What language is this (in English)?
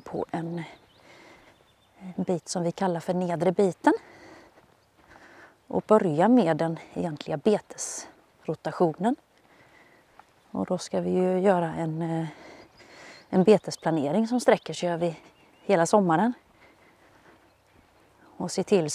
Swedish